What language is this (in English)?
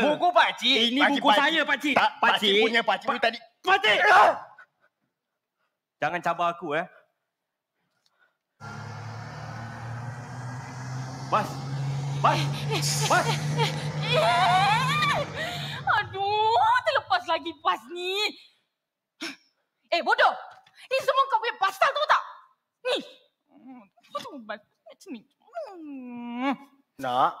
Malay